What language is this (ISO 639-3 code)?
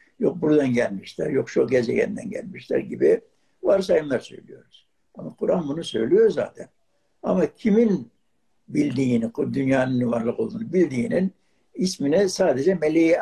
tur